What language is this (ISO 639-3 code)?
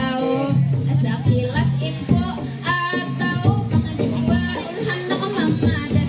bjn